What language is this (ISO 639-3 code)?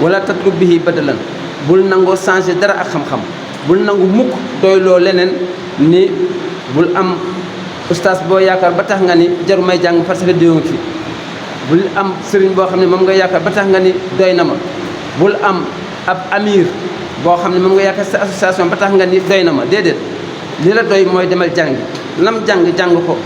wol